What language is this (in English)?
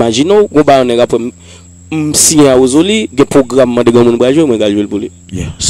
Haitian Creole